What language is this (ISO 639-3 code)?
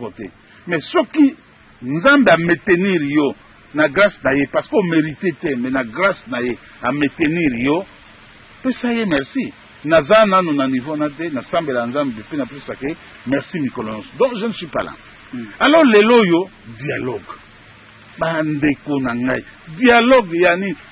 lin